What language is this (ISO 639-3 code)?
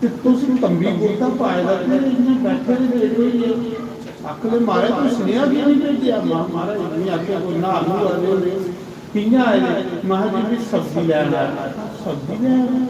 doi